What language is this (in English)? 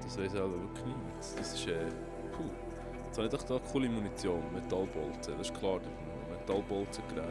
Swiss German